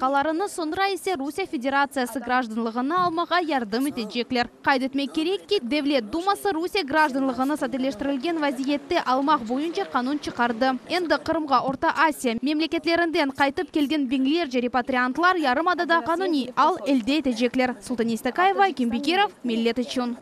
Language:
Crimean Tatar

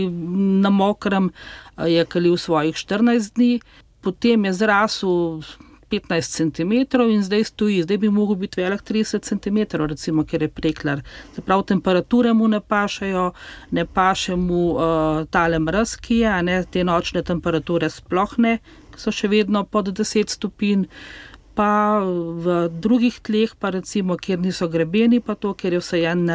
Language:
Slovenian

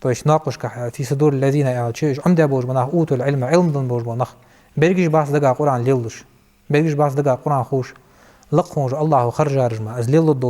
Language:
Ingush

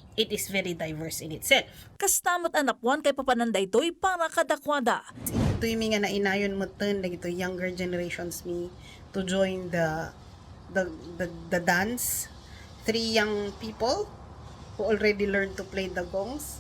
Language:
Iloko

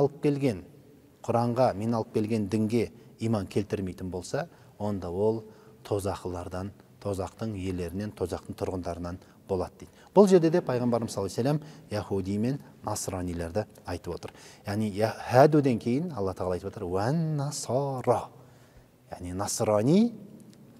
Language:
Kazakh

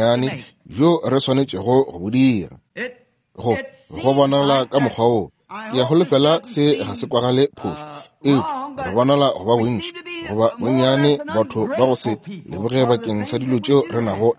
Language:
Northern Sotho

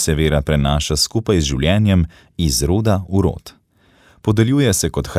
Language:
Slovenian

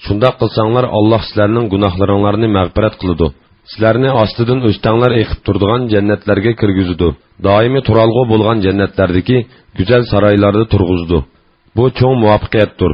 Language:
Uyghur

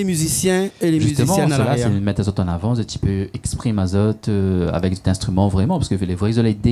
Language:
Réunion Creole French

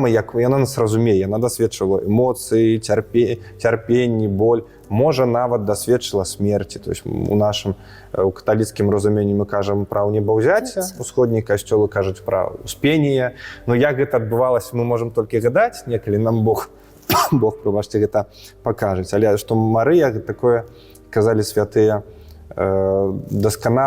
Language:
Belarusian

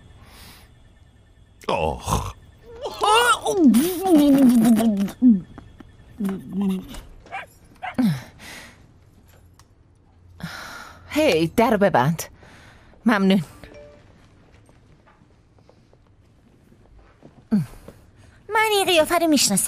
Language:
Persian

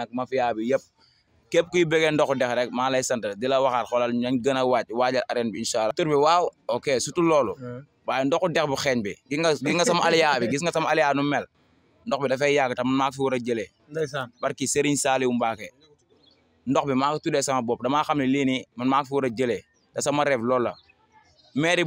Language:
Wolof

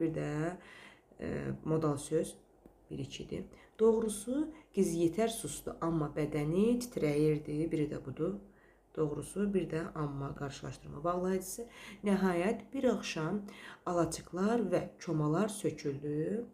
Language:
Azerbaijani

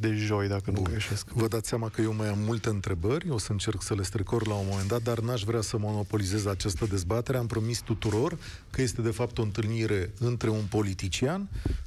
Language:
Romanian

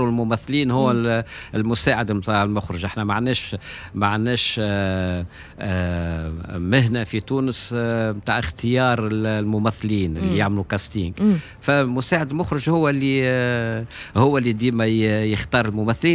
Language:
Tunisian Arabic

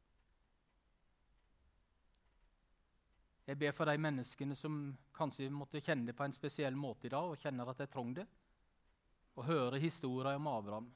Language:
Norwegian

